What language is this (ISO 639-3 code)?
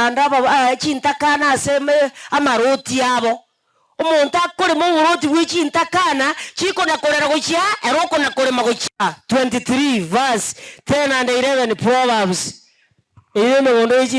guz